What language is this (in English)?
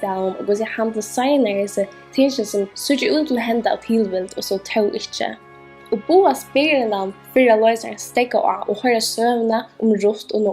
Faroese